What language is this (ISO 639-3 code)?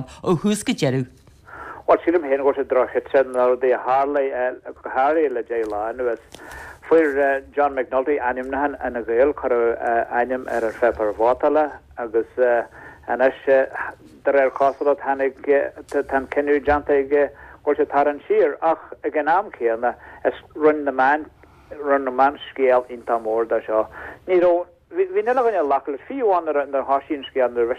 gle